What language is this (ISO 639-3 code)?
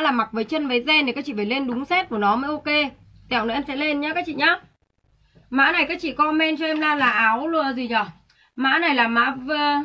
vie